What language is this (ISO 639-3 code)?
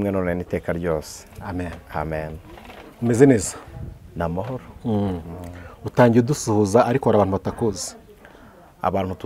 kin